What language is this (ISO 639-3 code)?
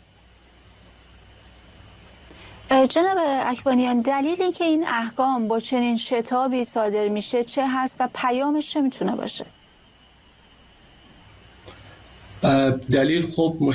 fas